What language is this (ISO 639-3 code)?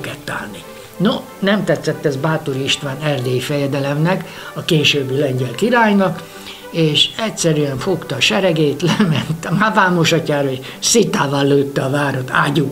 hun